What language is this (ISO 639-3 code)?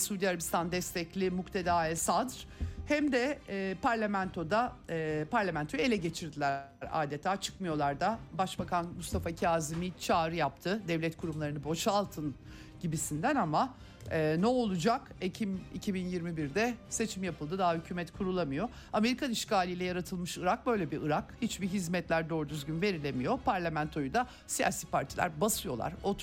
tur